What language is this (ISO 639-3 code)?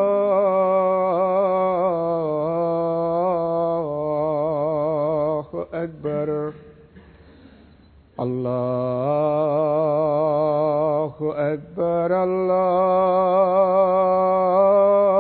ben